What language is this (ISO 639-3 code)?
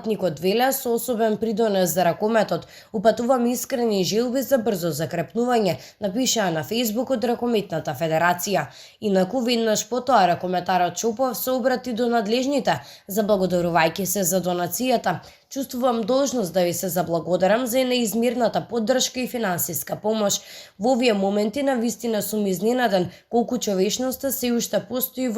mkd